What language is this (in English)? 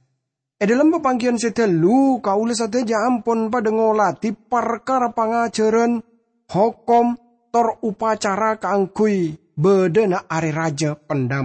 Madurese